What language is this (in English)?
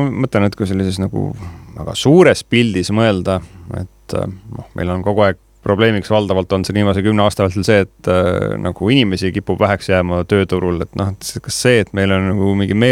Estonian